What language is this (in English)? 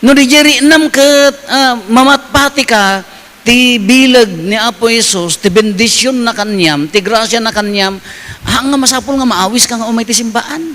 Iloko